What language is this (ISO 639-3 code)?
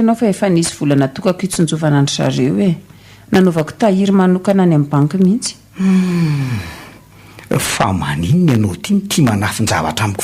mlg